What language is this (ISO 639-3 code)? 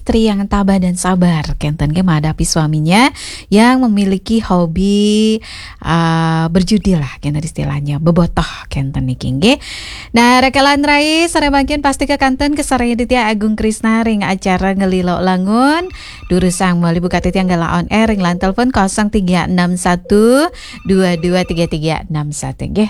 ban